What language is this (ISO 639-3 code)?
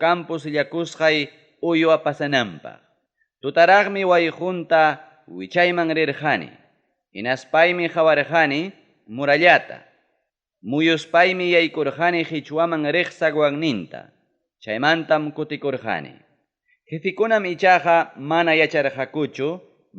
quy